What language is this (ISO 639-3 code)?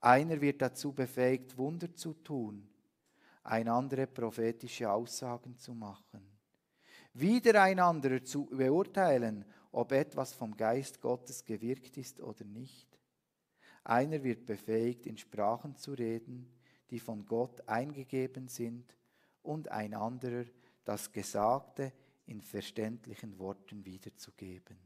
gsw